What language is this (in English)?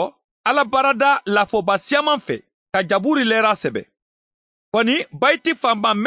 Bambara